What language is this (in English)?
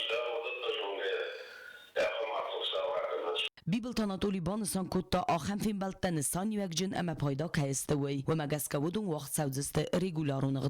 Ossetic